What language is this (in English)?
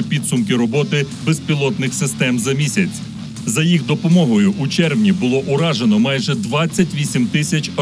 Ukrainian